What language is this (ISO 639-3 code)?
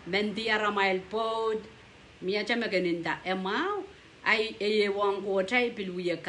pon